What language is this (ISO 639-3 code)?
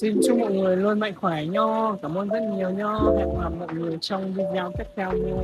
hmn